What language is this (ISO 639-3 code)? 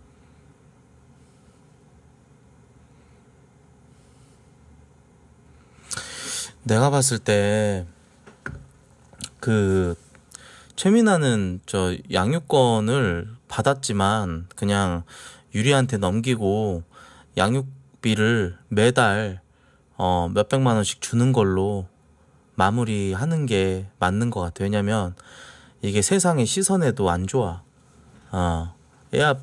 kor